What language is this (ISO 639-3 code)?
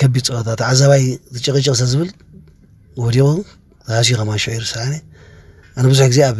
tir